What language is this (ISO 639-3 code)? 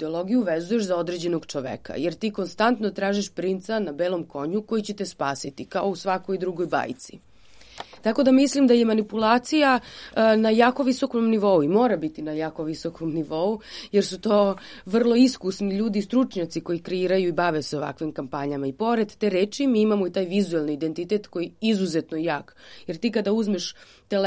srp